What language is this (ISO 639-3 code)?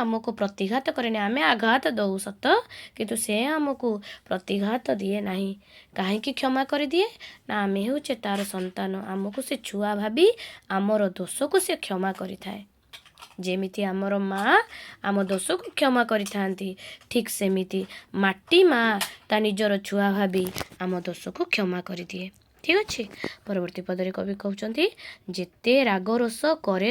ori